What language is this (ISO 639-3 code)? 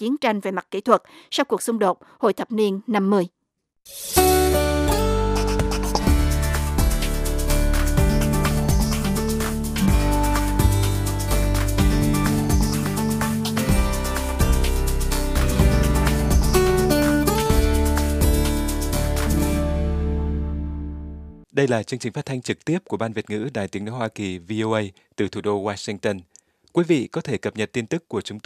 vie